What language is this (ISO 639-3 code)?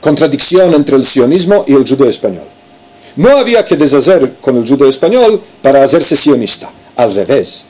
lad